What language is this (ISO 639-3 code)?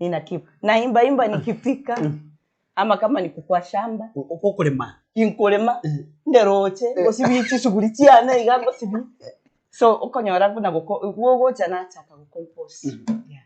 guz